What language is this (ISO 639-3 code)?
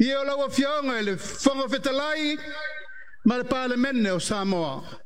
smo